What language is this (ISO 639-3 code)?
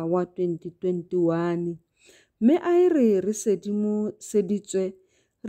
tsn